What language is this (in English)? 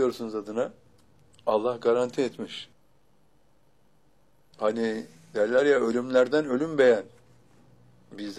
Turkish